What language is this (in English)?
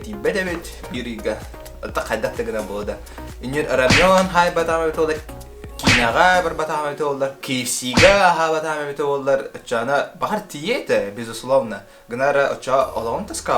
Yakut